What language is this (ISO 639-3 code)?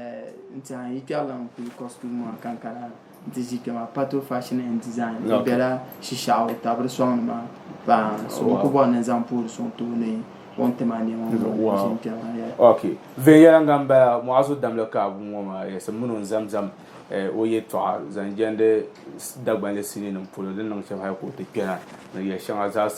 dag